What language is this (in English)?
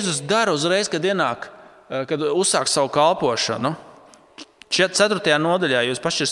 Latvian